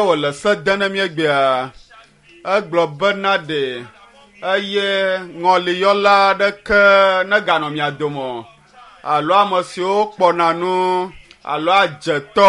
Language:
Ewe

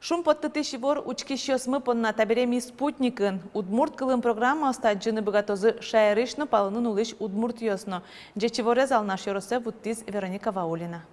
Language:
Udmurt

